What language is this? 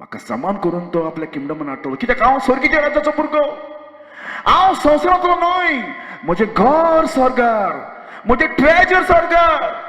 Konkani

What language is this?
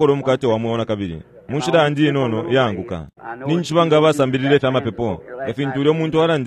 Bemba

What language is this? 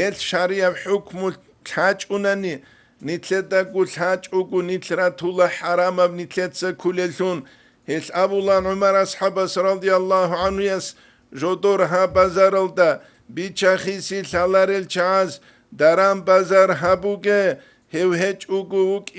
Avaric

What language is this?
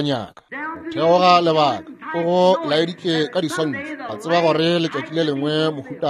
Northern Sotho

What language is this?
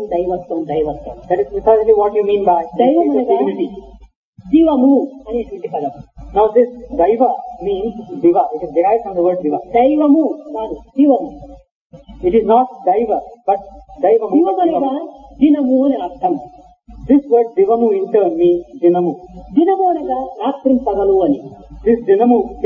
Telugu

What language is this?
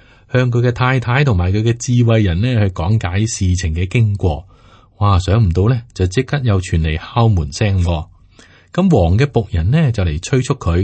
Cantonese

